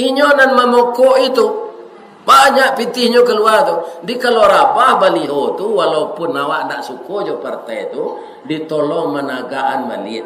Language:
Minangkabau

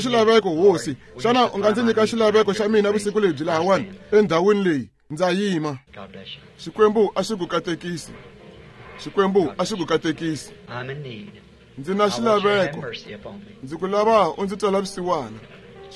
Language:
Tsonga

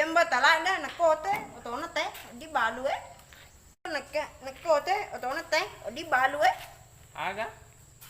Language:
Buginese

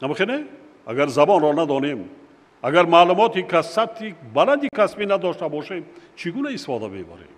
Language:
Tajik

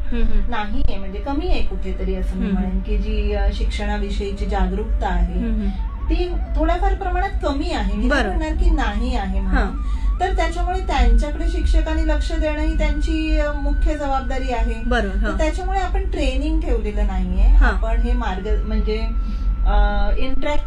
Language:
Marathi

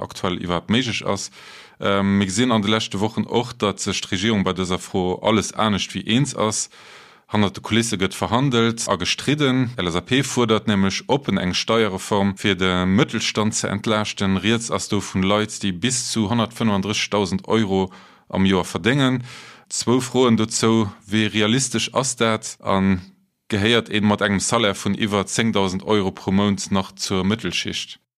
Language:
Luxembourgish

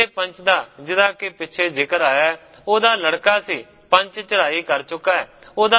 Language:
Punjabi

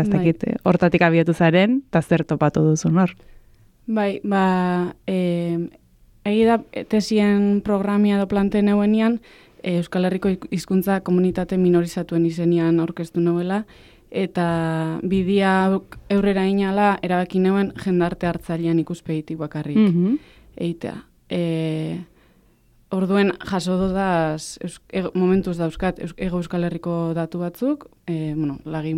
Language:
Basque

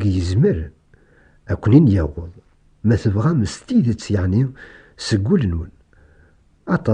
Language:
Kabyle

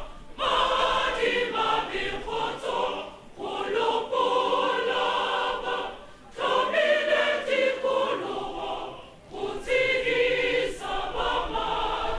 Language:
Tswana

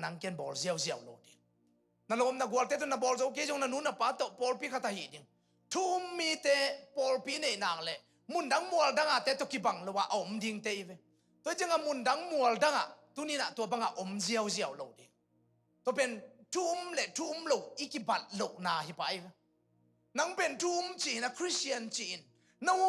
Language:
Tedim Chin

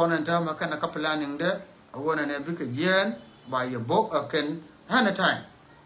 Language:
Nuer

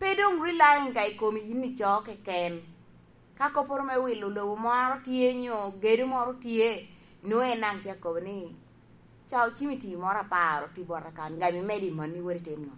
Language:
Lango (Uganda)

